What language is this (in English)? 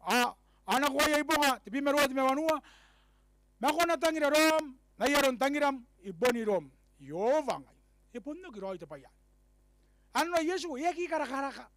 Gilbertese